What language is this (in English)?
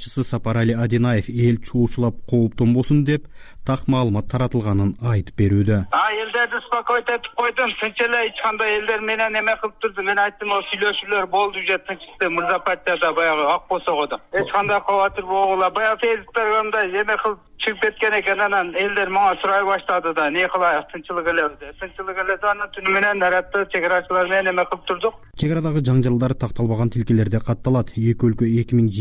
Kyrgyz